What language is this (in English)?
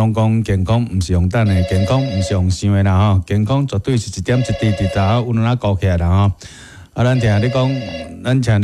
Min Nan Chinese